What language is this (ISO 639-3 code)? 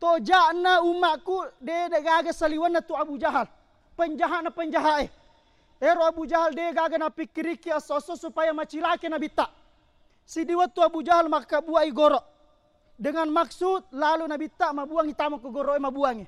bug